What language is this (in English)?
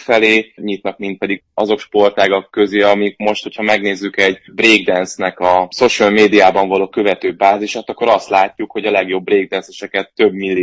Hungarian